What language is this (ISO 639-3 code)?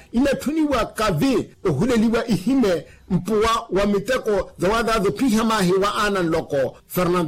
vmw